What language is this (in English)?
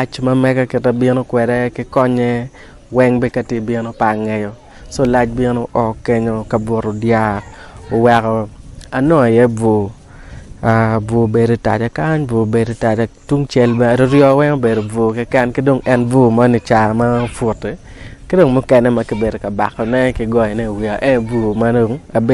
Acoli